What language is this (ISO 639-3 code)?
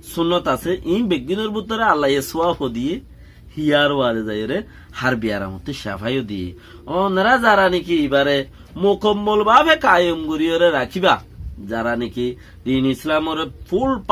rhg